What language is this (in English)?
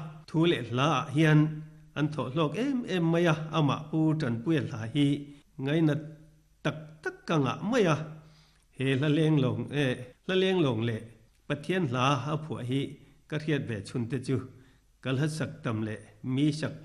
Mizo